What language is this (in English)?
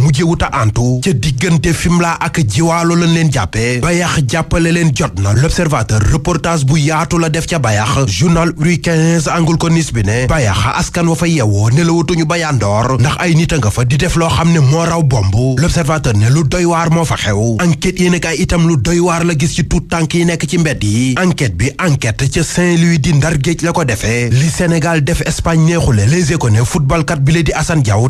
Wolof